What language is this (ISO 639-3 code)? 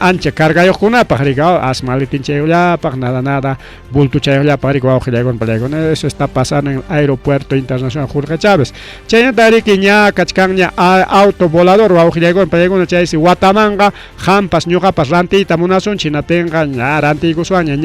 quy